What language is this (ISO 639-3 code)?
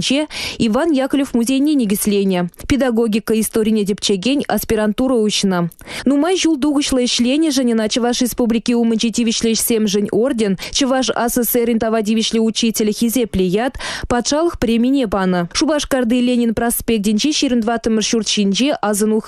chv